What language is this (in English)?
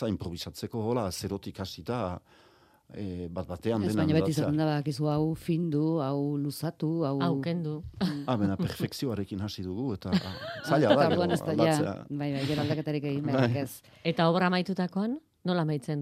Basque